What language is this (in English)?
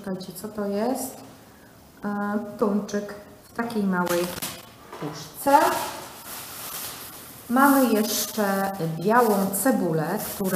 Polish